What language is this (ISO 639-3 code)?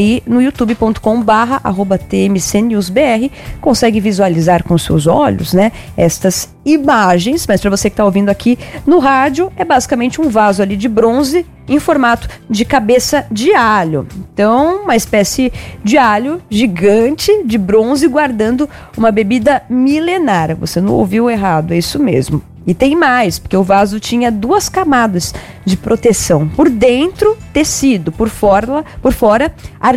por